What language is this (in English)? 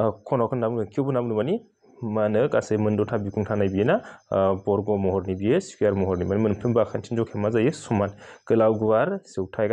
Bodo